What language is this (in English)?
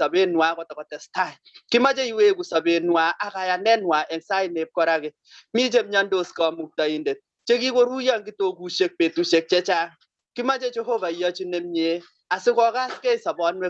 Kalenjin